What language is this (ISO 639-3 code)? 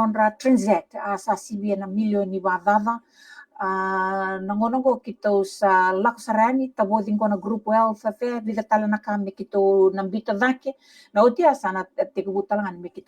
fij